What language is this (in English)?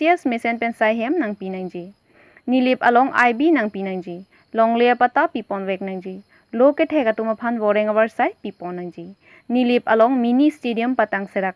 Karbi